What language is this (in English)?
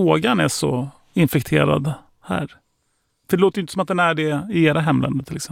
Swedish